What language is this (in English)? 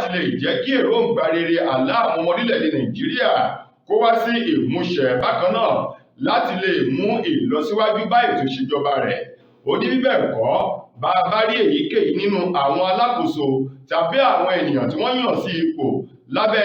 Yoruba